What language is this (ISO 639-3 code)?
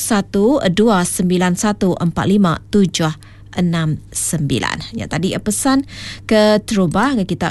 iba